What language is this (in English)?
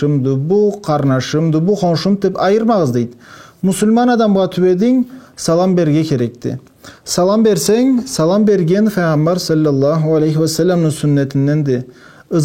Karachay-Balkar